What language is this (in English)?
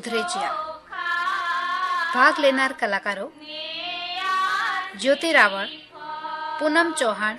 Gujarati